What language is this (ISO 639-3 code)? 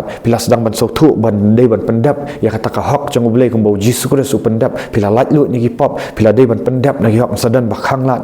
kha